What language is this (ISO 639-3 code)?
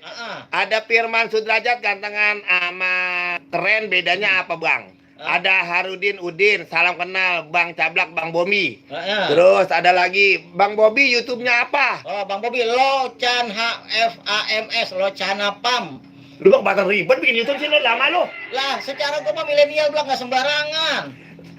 bew